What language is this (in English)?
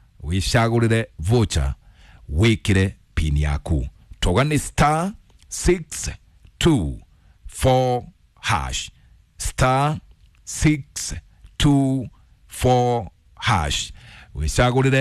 Kikuyu